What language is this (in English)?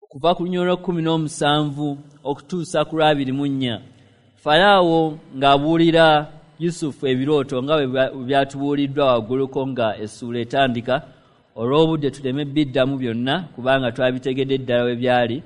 Ganda